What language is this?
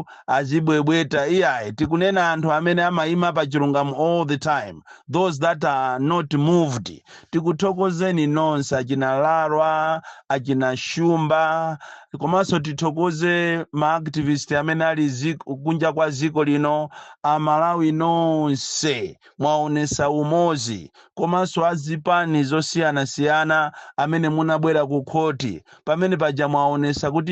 Nyanja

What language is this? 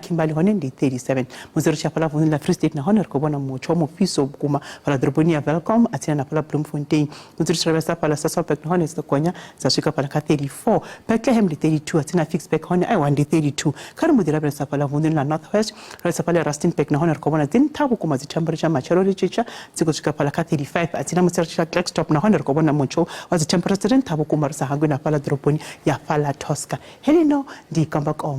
Venda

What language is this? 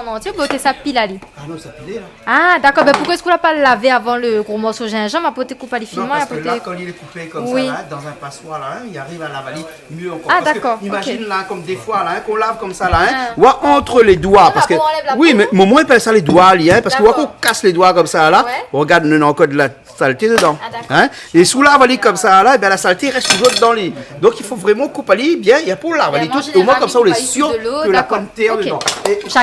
Réunion Creole French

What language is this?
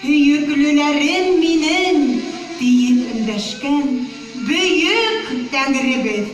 Bashkir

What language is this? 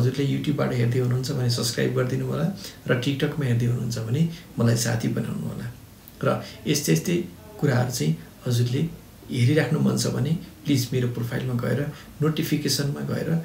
Nepali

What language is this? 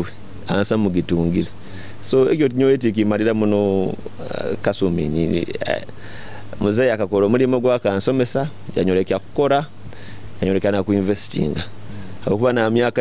Nyoro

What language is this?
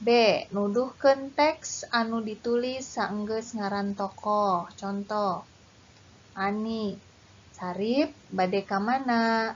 Sundanese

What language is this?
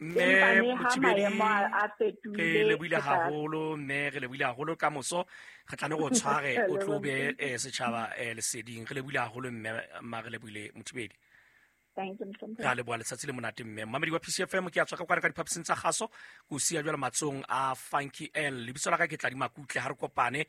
Southern Sotho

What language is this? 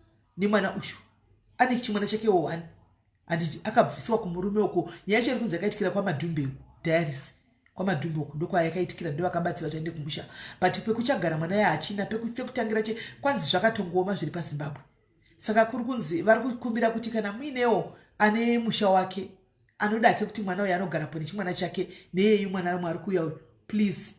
Shona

